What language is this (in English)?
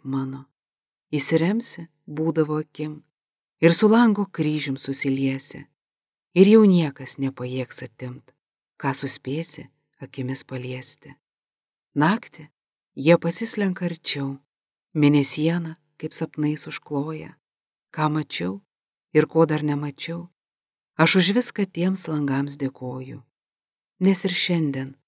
Lithuanian